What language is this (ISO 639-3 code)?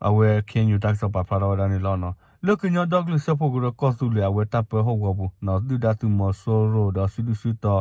ksw